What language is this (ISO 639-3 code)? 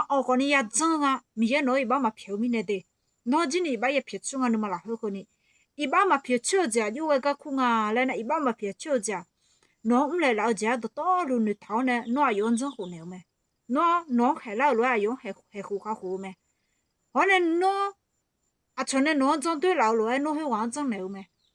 ahk